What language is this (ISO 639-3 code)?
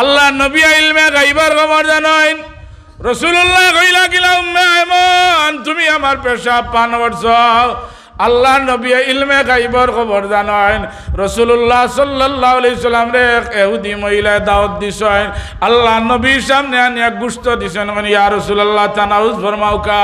syl